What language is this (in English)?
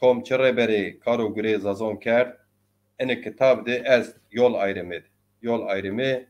Zaza